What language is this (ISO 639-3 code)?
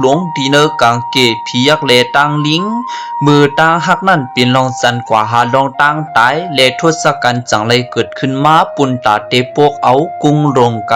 shn